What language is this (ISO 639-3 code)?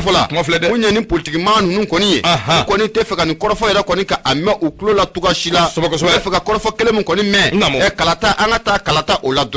bam